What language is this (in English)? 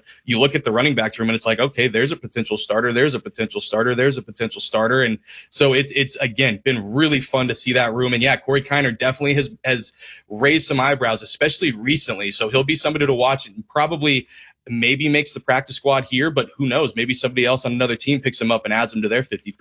English